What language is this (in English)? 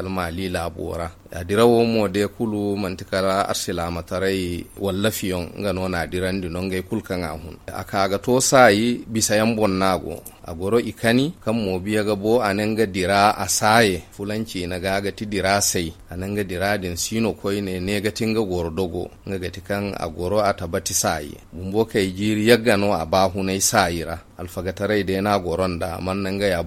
Zarma